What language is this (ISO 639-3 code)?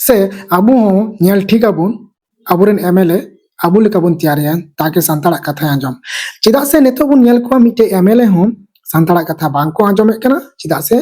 sat